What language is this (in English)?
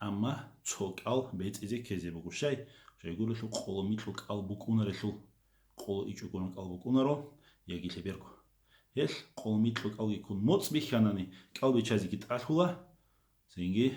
Avaric